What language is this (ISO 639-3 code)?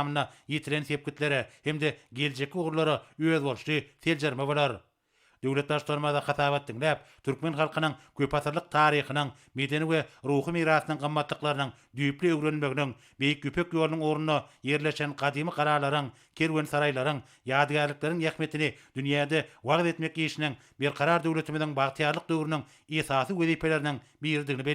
tuk